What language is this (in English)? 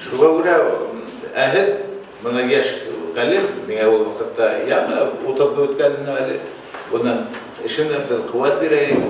Bashkir